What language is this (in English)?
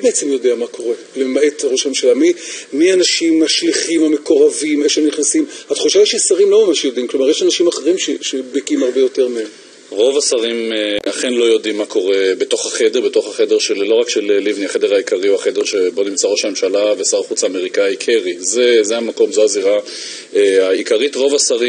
Hebrew